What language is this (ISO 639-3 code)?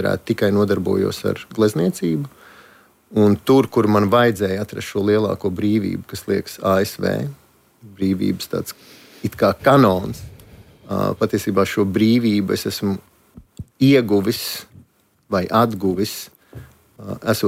lav